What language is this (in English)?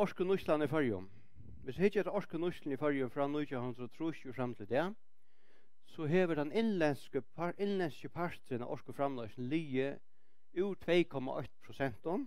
Faroese